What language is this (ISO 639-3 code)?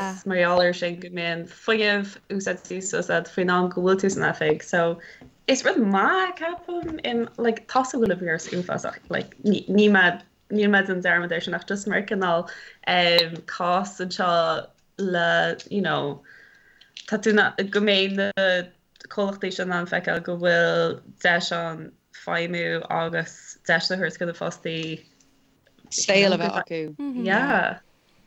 gle